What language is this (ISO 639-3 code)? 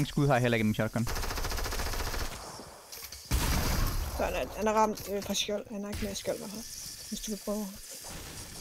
dan